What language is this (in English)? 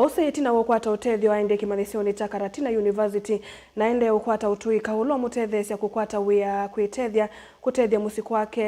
Kamba